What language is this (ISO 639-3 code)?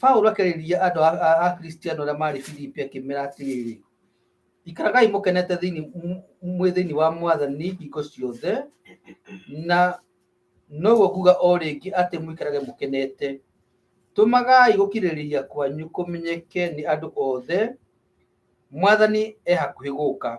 kik